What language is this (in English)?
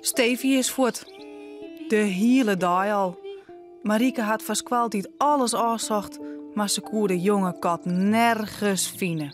Western Frisian